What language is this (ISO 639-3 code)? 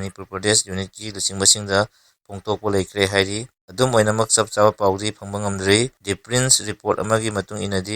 mni